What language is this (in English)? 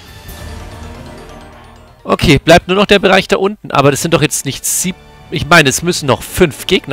German